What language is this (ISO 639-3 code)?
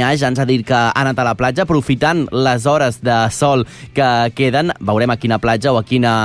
cat